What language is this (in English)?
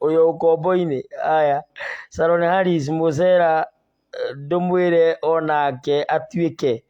Kikuyu